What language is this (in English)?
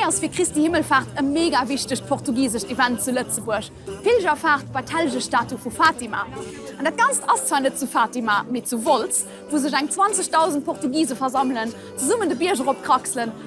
Luxembourgish